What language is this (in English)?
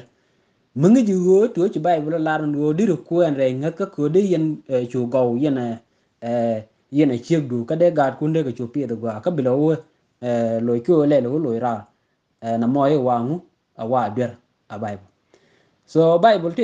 Nuer